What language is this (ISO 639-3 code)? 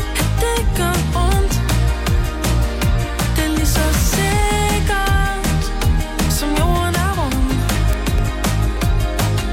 dan